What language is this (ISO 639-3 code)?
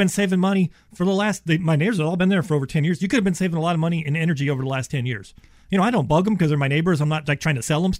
eng